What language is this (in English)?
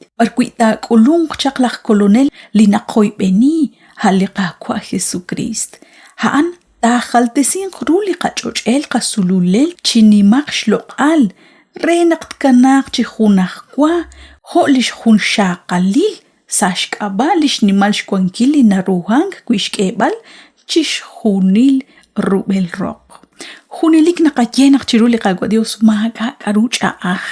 Kekchí